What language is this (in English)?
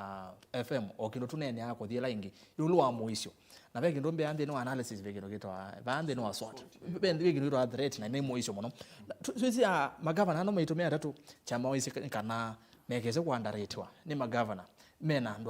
Kamba